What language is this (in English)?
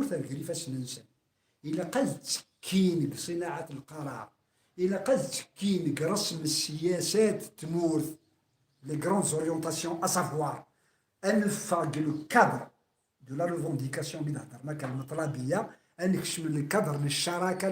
Kabyle